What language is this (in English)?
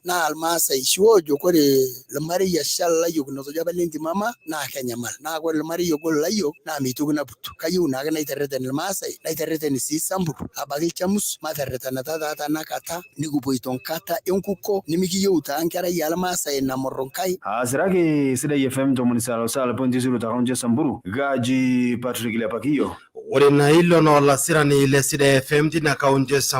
Masai